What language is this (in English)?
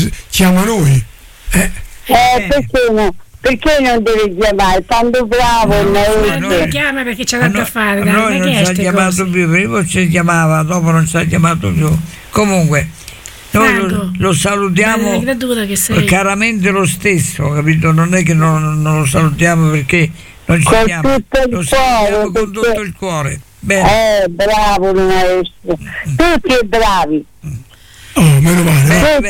Italian